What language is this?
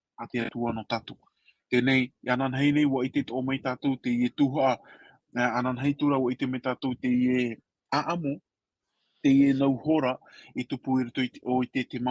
Tahitian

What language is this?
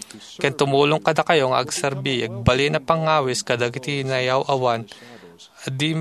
Iloko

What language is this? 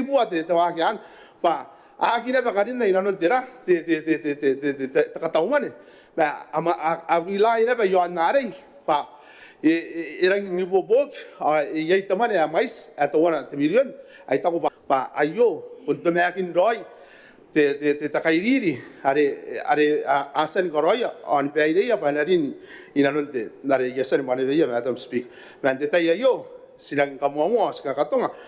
Gilbertese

